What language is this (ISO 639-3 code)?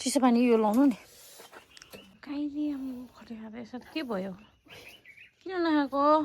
nep